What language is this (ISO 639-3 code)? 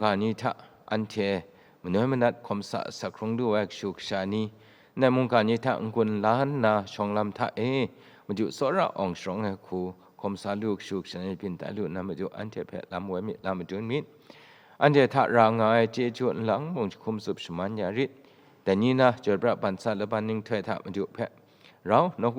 kac